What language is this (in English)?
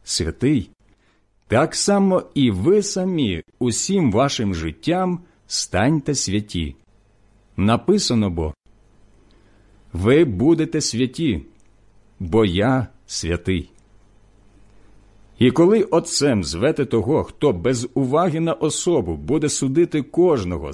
Ukrainian